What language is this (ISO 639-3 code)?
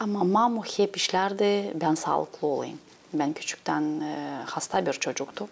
gag